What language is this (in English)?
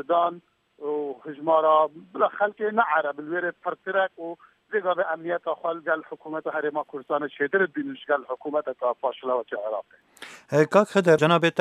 Kurdish